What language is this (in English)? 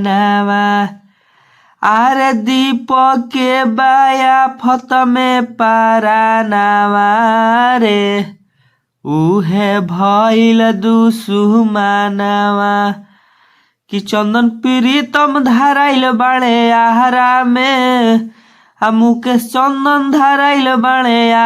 Bhojpuri